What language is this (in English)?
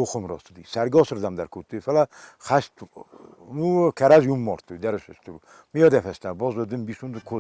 Ossetic